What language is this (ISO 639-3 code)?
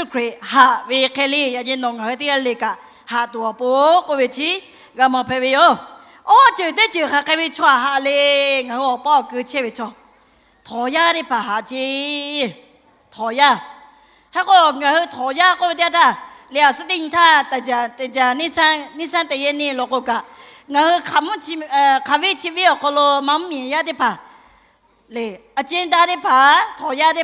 lhu